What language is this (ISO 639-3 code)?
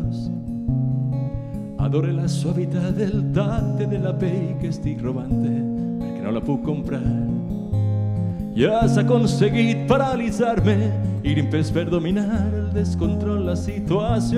cat